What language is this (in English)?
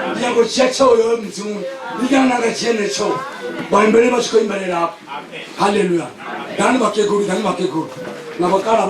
Venda